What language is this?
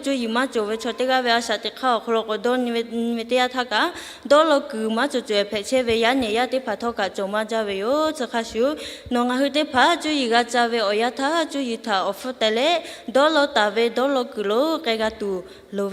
Lahu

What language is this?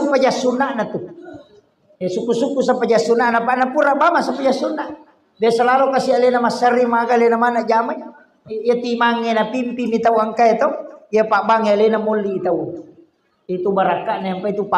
Buginese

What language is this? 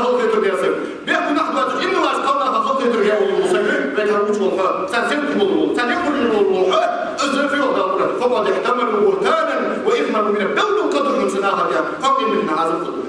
Ingush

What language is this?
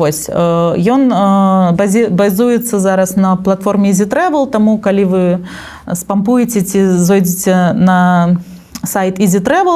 Belarusian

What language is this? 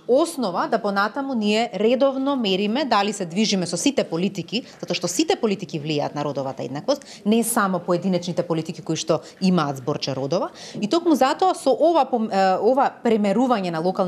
Macedonian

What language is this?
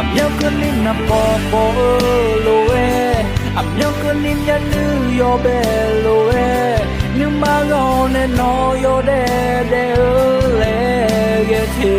Akha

